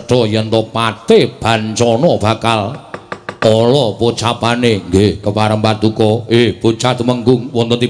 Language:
Javanese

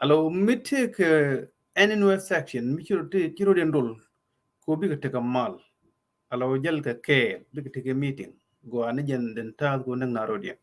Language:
Nuer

